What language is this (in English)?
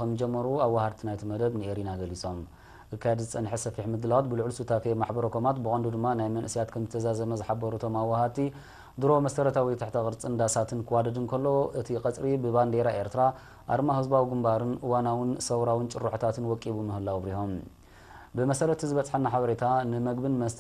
Tigrinya